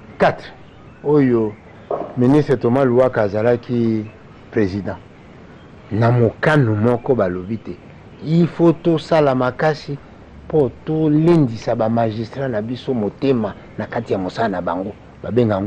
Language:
Lingala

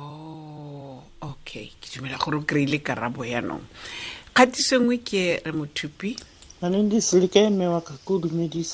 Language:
Tswana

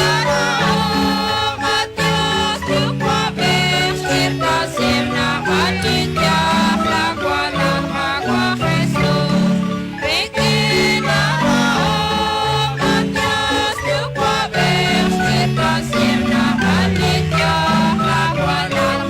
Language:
Kekchí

